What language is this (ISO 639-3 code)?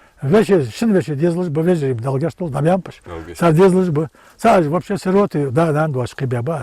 inh